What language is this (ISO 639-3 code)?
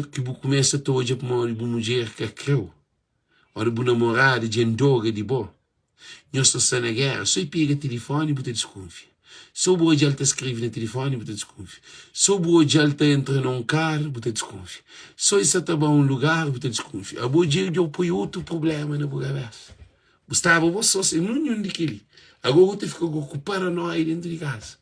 kea